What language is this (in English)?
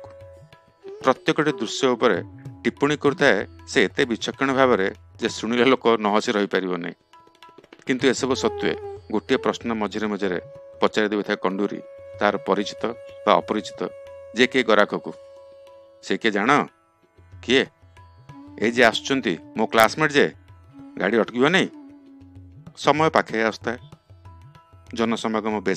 Odia